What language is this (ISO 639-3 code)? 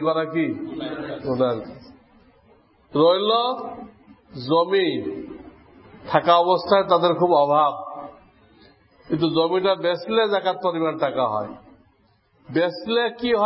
ben